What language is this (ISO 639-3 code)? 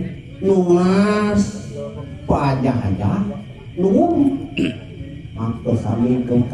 ban